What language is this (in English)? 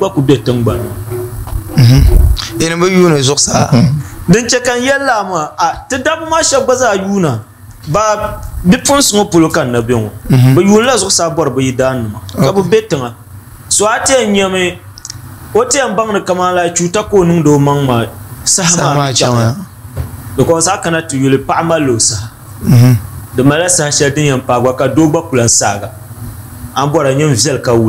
Dagbani